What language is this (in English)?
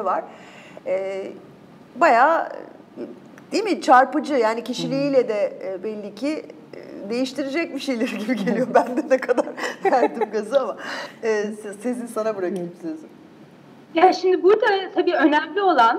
Turkish